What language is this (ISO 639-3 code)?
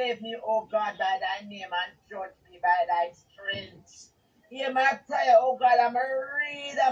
jam